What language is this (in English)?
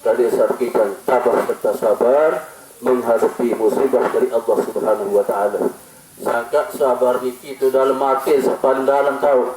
Sasak